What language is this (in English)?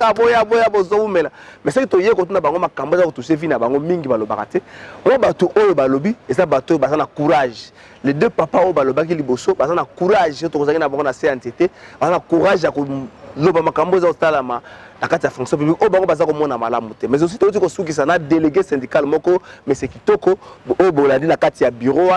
Lingala